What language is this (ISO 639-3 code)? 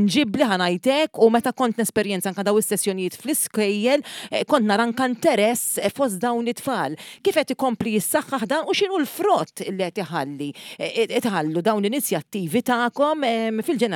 mlt